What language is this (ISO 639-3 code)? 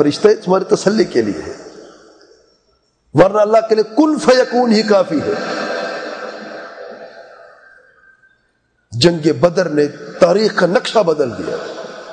urd